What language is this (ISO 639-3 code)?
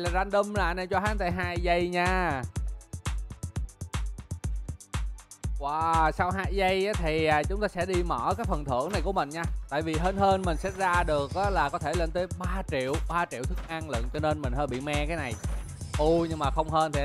vie